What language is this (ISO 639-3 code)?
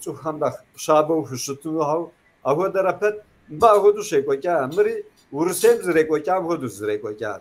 kbd